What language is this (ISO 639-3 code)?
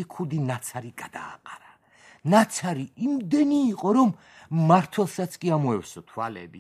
kat